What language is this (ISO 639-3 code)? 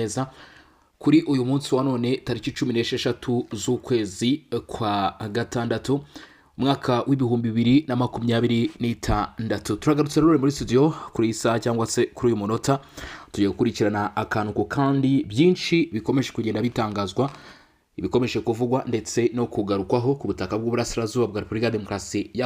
kin